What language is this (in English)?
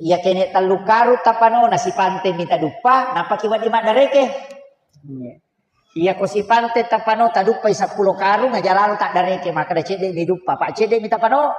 Buginese